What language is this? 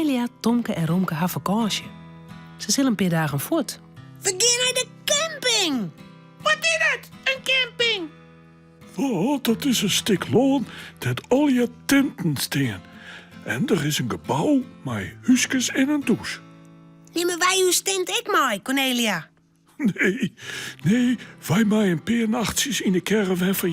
Western Frisian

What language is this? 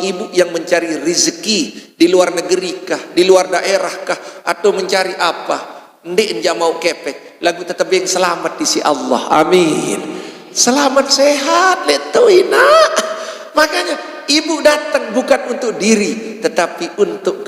Sasak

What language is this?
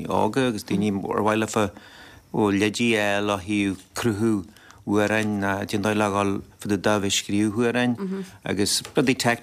Irish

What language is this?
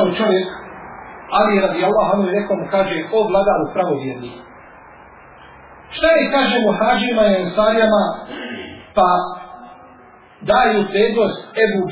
Bosnian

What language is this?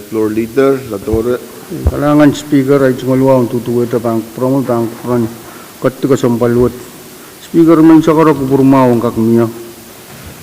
Pohnpeian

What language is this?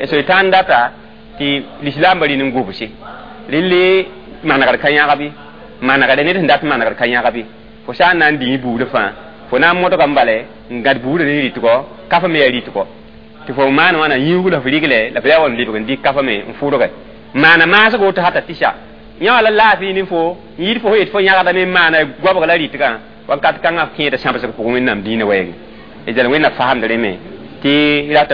Mossi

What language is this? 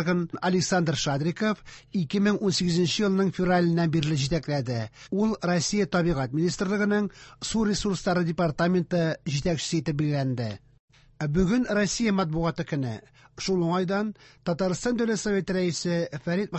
Tatar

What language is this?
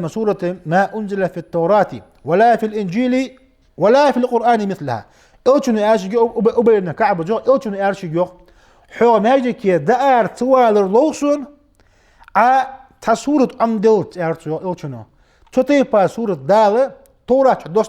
Ingush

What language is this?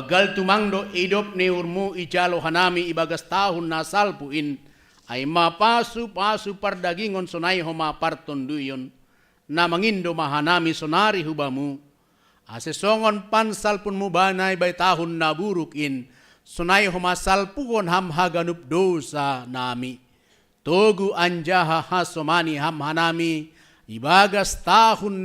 Batak Simalungun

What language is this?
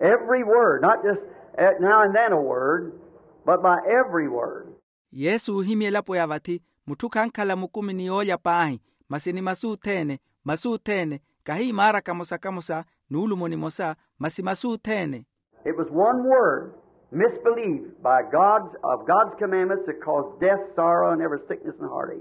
Makhuwa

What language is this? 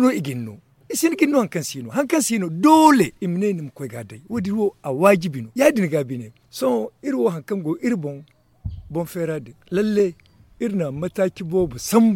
Zarma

